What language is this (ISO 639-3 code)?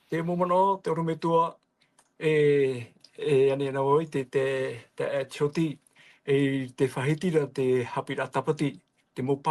tah